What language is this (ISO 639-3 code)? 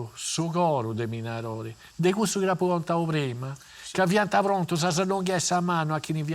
srd